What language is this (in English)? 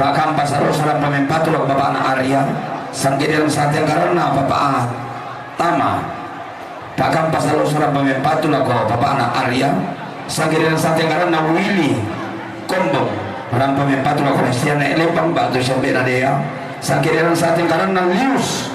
Toraja-Sa'dan